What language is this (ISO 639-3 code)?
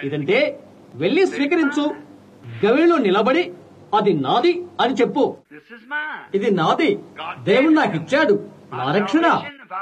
tel